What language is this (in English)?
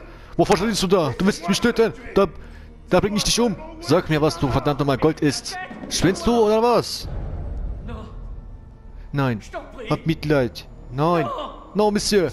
German